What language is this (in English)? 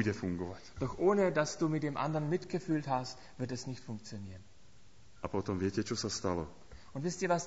Slovak